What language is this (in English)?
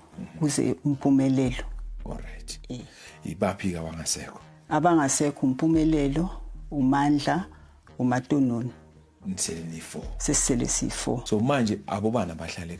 Zulu